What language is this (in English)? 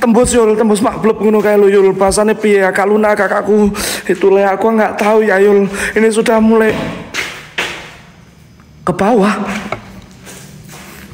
Indonesian